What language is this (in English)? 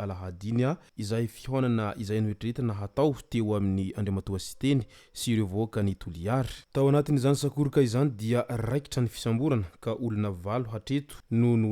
Malagasy